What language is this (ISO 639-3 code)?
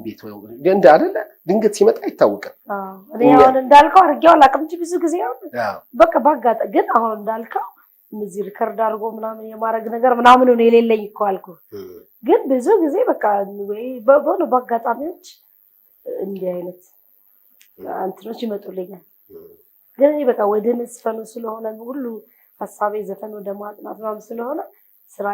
amh